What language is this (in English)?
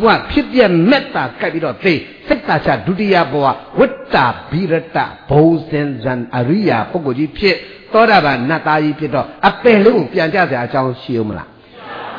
Burmese